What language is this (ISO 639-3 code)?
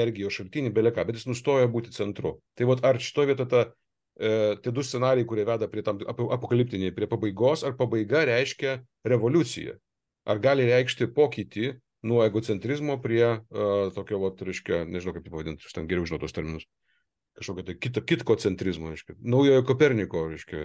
lit